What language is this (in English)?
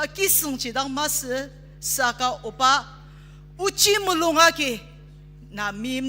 Ao Naga